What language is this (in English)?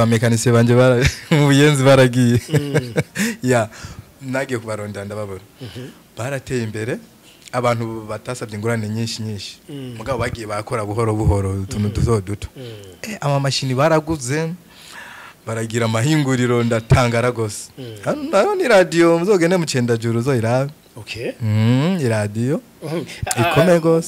Rundi